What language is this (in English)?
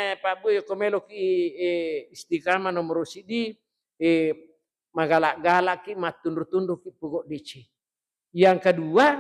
Buginese